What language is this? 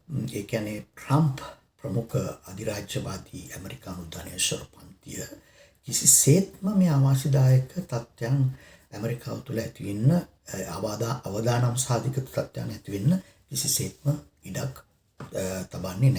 Sinhala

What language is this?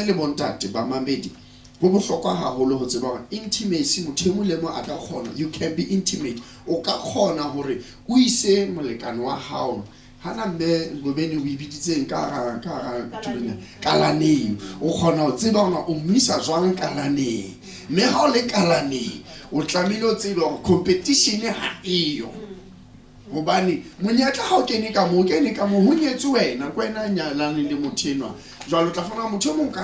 Southern Sotho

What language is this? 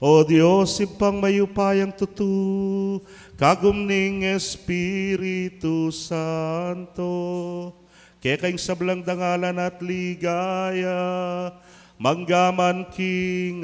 Pampanga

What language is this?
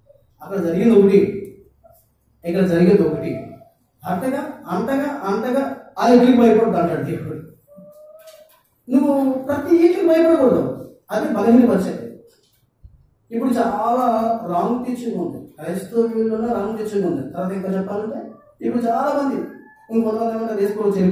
Telugu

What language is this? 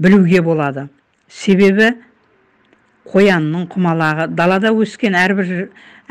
Kazakh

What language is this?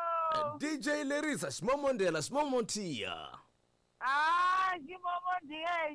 Tsonga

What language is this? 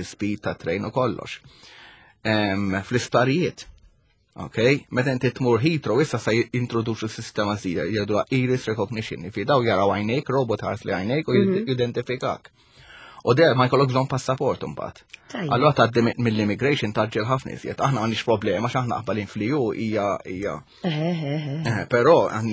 Maltese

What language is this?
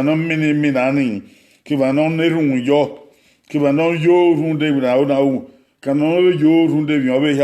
Bini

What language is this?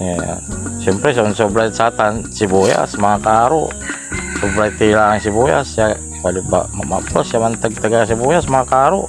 Pangasinan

